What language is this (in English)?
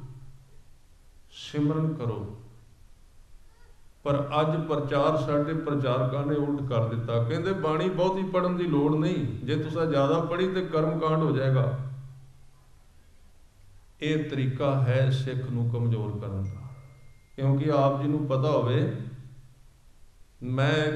Punjabi